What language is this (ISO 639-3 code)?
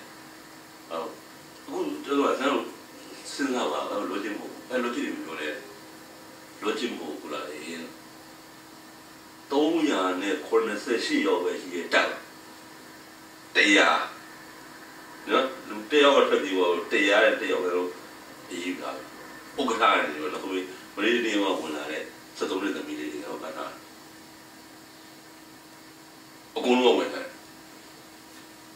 mya